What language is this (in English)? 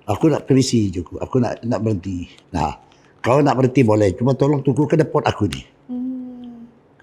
Musi